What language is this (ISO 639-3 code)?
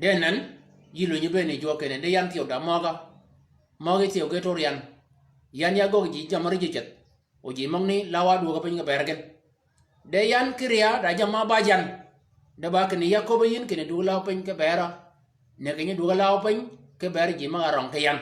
shk